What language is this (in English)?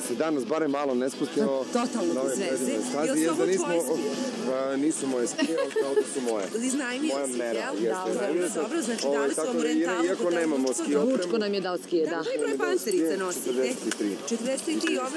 Serbian